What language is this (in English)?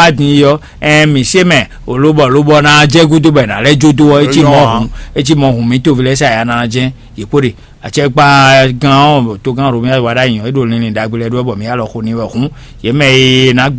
Fon